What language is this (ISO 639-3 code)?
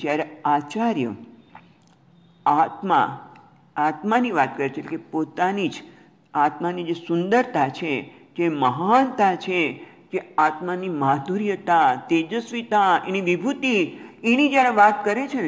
guj